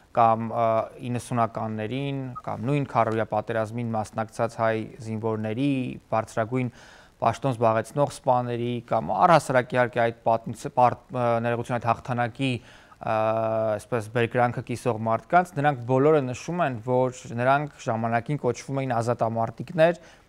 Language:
Armenian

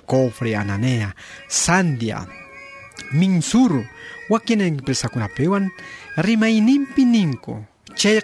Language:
South Bolivian Quechua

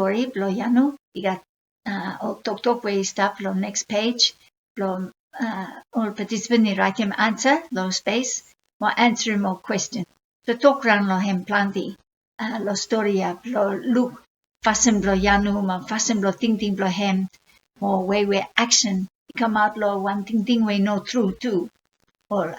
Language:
Bislama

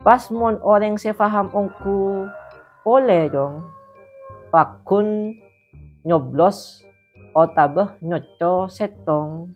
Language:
Madurese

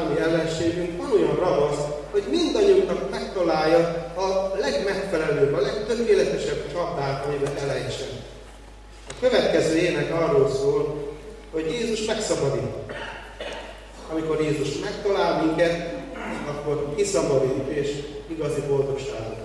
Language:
Hungarian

